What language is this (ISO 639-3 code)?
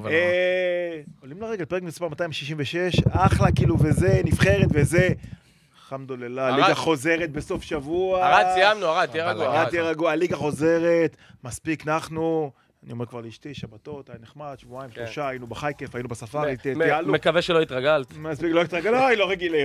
heb